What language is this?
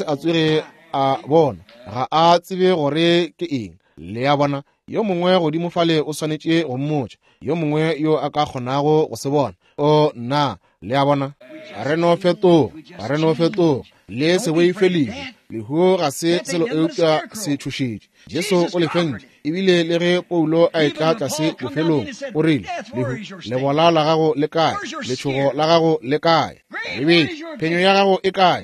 Northern Sotho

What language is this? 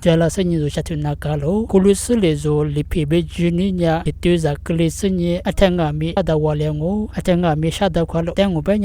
Lisu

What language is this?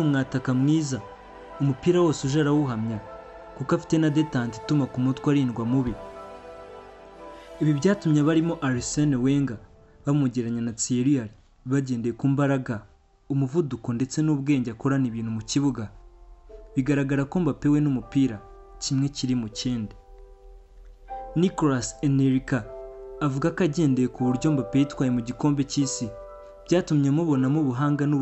Kinyarwanda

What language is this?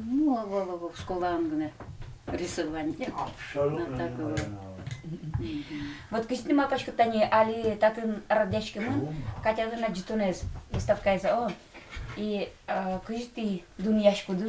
Udmurt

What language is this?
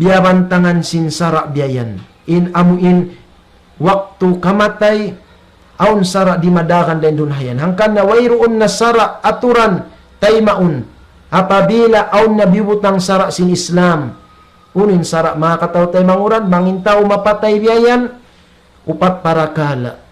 Tausug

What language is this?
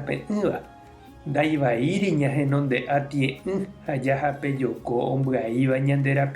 Guarani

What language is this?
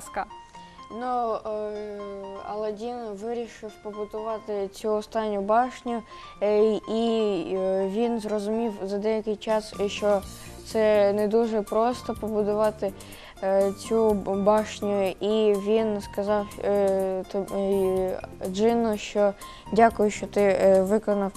Ukrainian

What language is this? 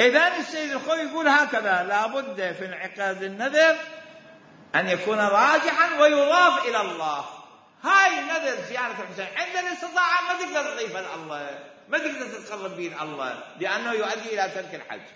Mesopotamian Arabic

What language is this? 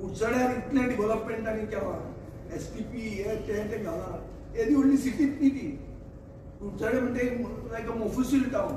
Konkani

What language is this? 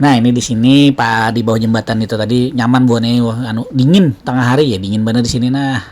Banjar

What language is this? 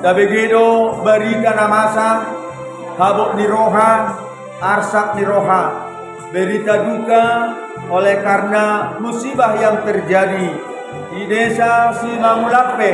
Batak Toba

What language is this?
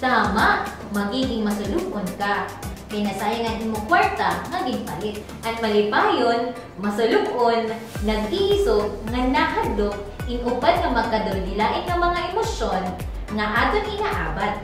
Waray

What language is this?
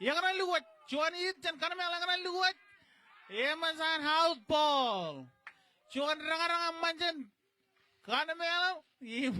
Marshallese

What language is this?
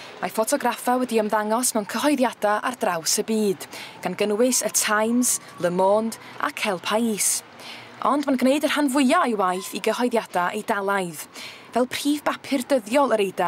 Welsh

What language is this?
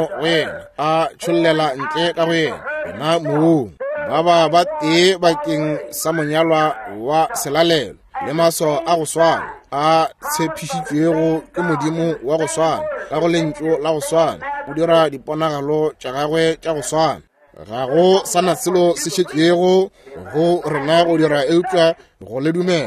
Northern Sotho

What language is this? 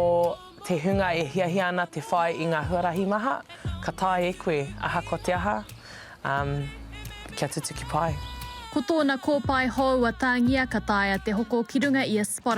Māori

